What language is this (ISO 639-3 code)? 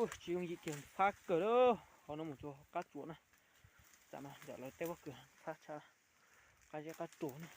hmn